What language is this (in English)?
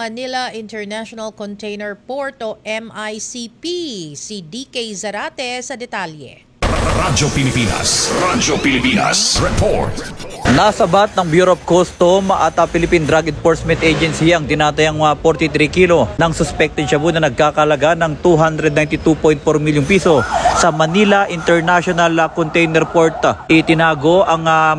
Filipino